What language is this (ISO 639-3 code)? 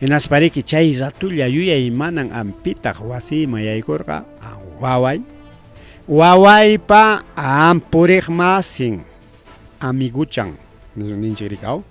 quy